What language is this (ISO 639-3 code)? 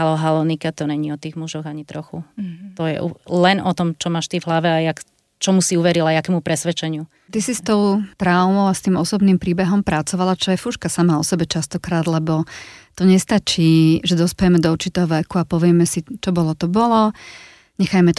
slk